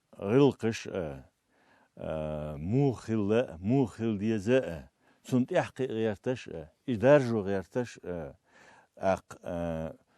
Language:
Chechen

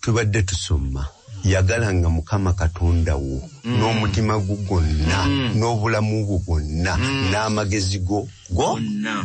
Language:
Ganda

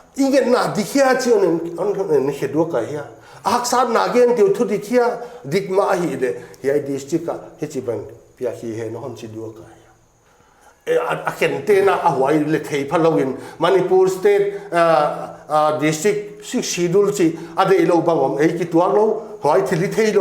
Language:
Paite Chin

